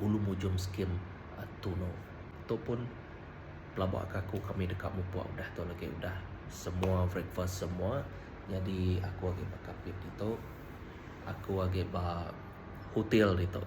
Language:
Iban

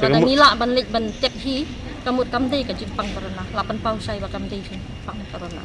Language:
Khasi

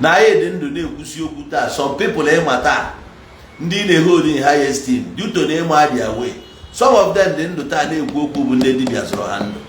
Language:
Igbo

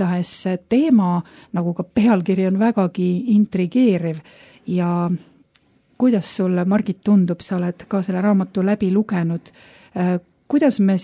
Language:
Estonian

